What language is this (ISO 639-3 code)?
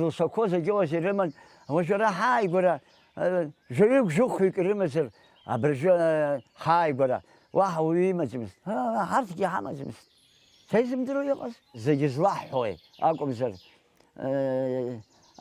abk